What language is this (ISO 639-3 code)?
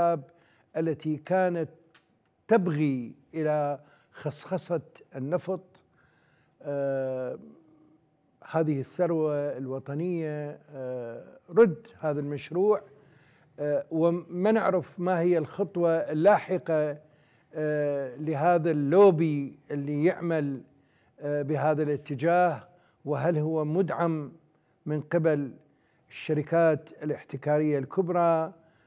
ara